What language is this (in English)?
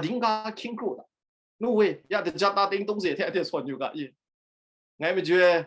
Kachin